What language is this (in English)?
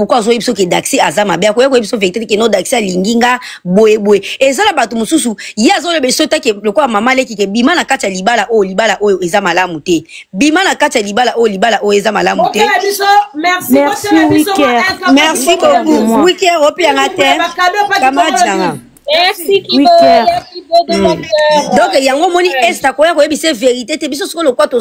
Lingala